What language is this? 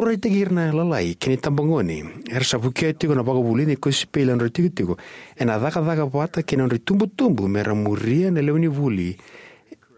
Fijian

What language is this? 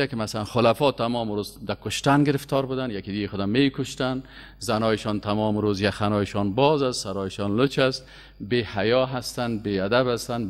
Persian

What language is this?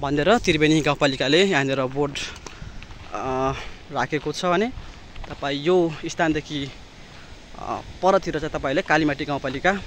Nepali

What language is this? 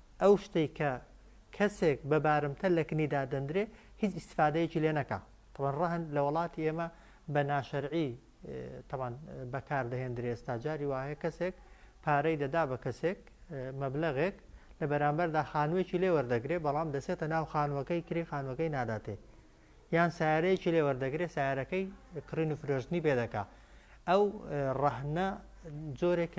Central Kurdish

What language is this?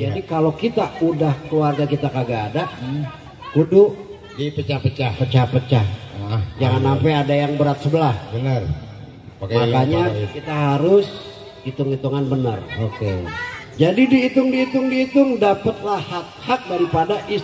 Betawi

